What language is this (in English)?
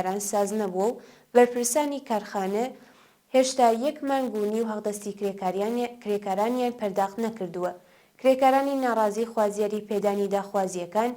Central Kurdish